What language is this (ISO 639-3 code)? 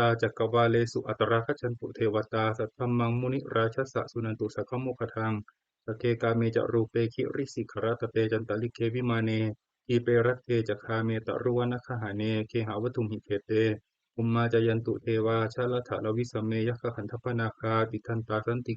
pli